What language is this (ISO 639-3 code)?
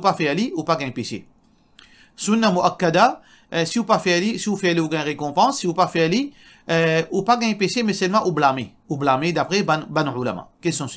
mfe